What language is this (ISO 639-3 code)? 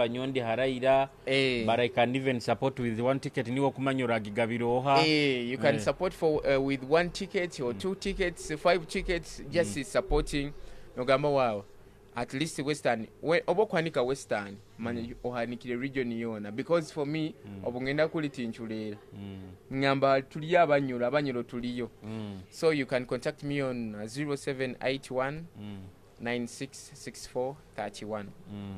nyo